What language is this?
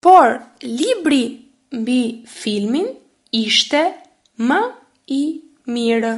Albanian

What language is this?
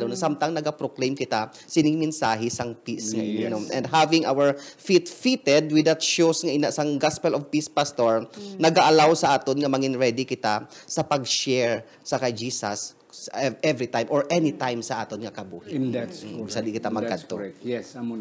Hiligaynon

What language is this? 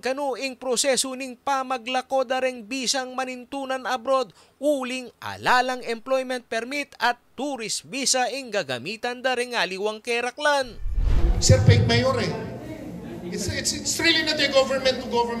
Pampanga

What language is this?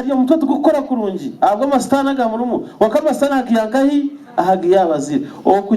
Nyankole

